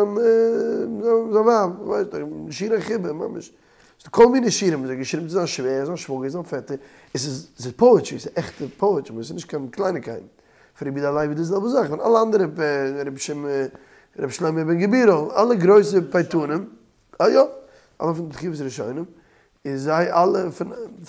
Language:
Yiddish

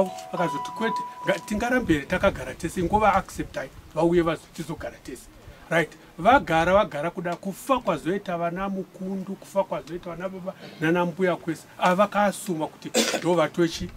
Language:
Shona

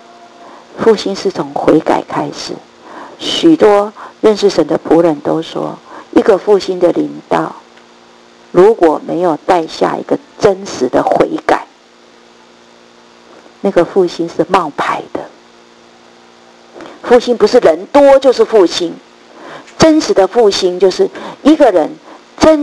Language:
Chinese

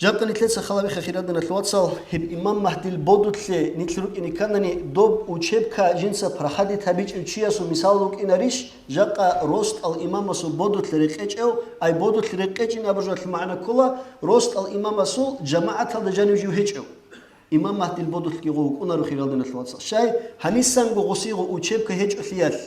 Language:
Avaric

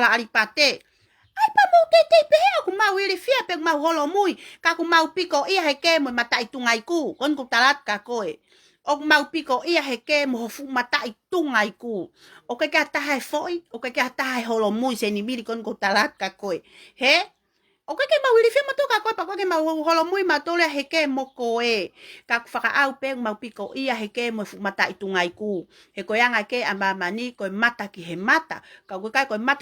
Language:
Tongan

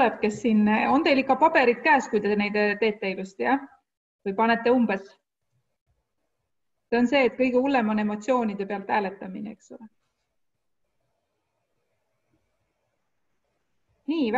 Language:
Estonian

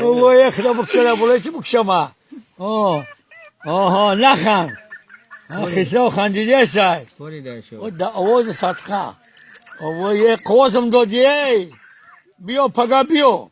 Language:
Tajik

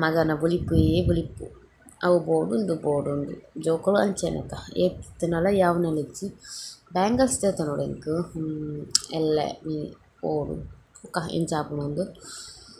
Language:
Tulu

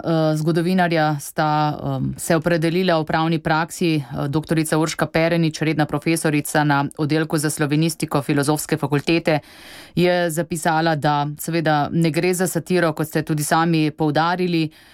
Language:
Slovenian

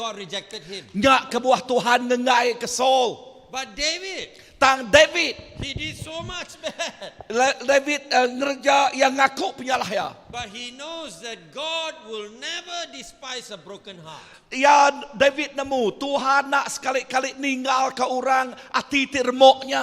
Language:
Iban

